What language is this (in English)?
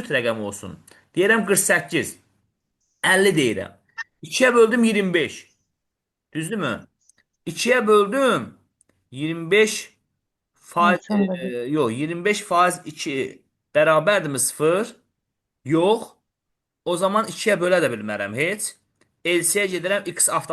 Azerbaijani